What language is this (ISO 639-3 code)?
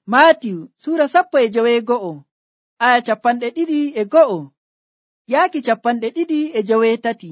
fuv